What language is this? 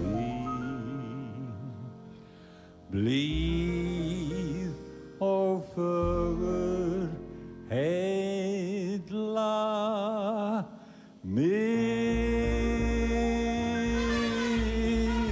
Icelandic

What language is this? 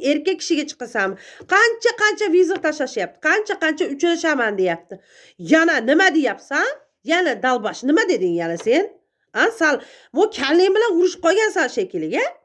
Uzbek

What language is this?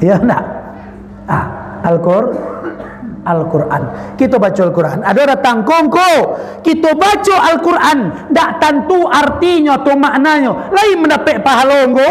Minangkabau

